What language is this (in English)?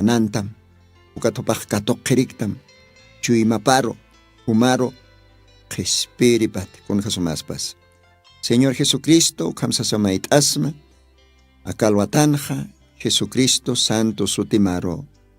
Aymara